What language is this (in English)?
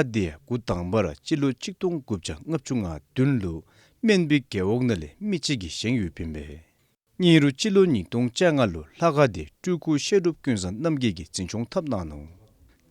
Dzongkha